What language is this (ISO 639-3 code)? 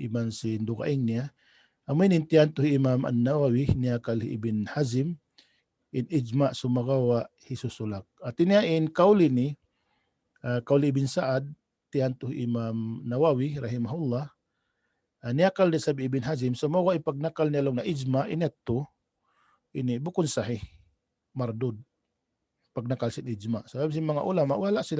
tsg